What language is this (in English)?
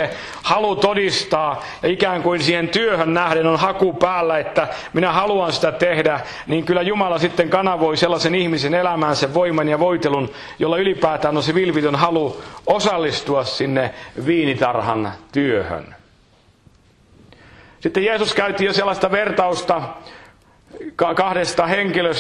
Finnish